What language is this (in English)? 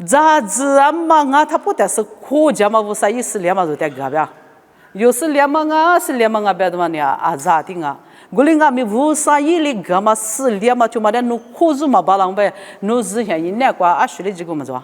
Lisu